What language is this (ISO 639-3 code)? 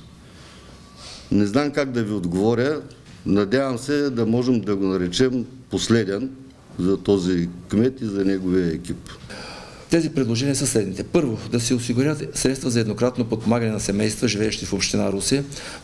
bul